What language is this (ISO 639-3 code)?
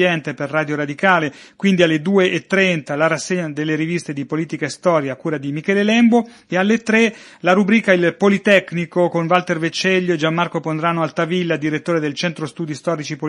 ita